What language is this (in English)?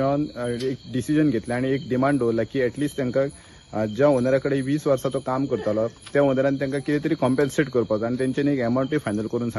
Konkani